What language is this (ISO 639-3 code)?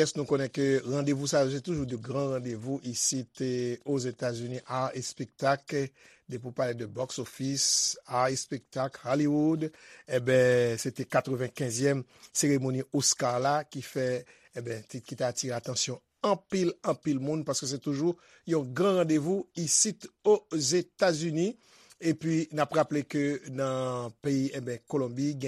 hat